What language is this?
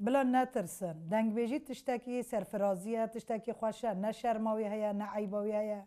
Kurdish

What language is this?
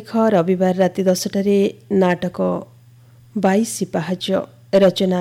Odia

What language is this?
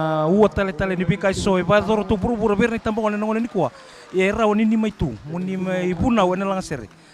Fijian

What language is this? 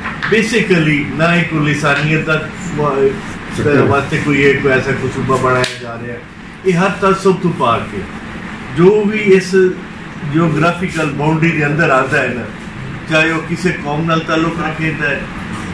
Saraiki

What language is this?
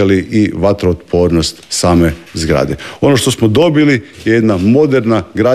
Croatian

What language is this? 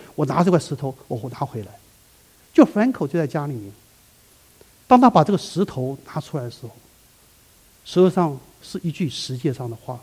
Chinese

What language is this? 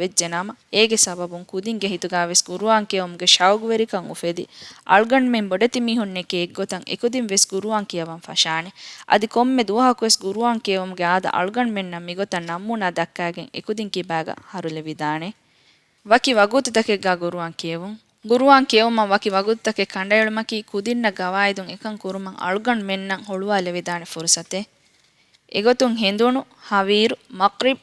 Divehi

